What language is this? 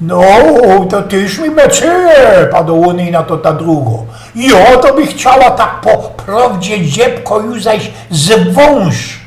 Silesian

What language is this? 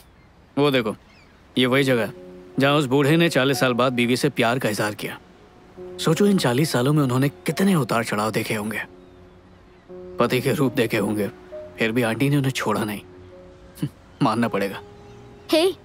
Hindi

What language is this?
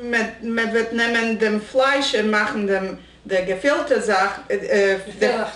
Yiddish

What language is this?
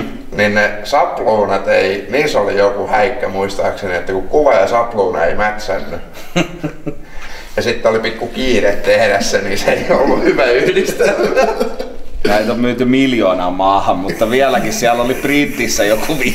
Finnish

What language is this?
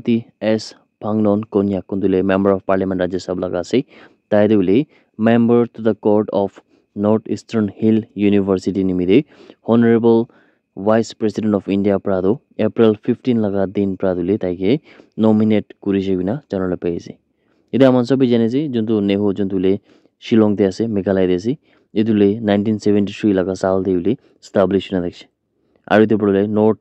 Naga Pidgin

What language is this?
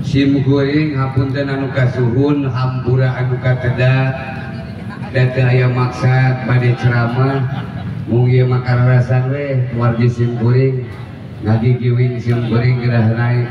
Sundanese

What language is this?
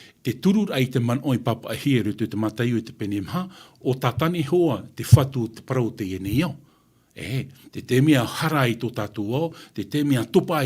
Tahitian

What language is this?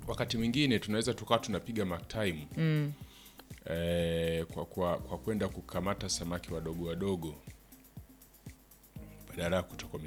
Swahili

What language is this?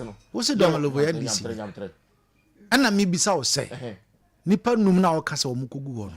Akan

